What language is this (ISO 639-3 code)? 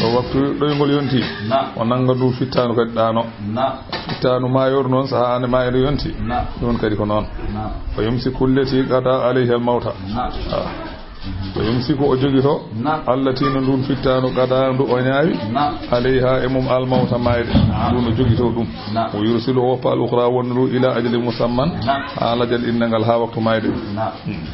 ful